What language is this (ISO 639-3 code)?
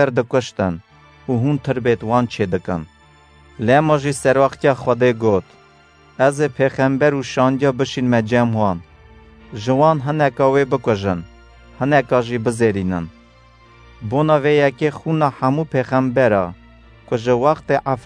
kur